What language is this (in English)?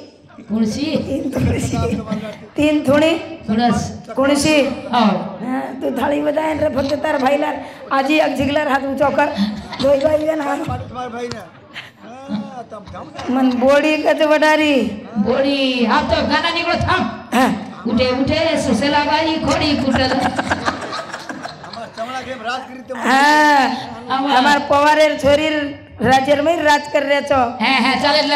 Lambadi